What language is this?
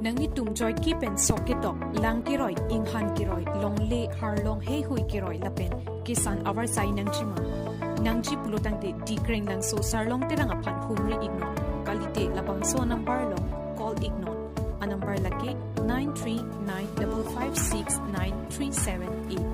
Karbi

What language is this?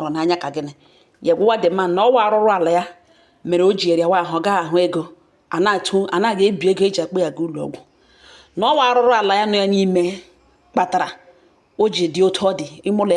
Igbo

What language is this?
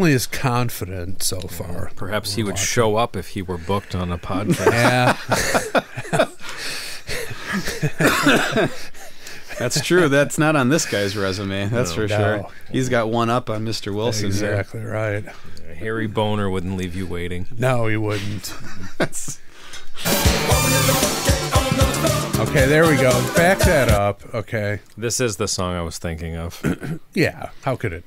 English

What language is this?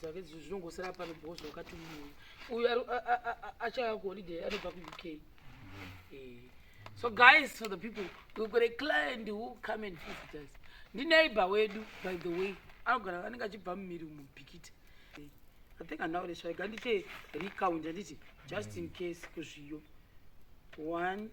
Shona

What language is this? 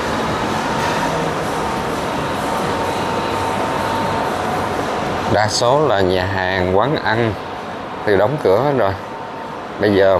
Vietnamese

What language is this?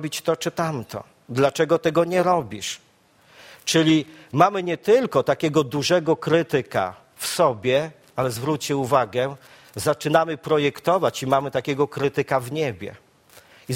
Polish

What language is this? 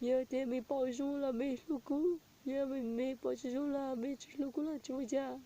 Hmong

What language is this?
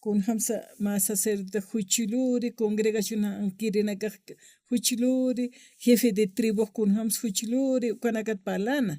Aymara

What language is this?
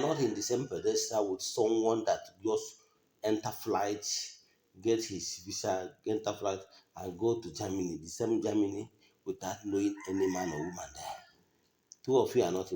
Igbo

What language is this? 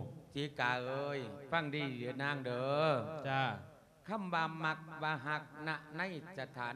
Lao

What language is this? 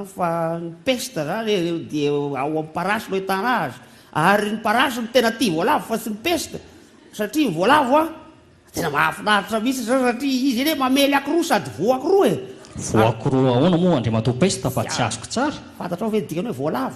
Malagasy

